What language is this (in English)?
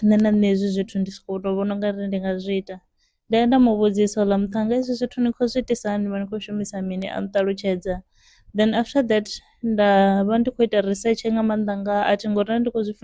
Venda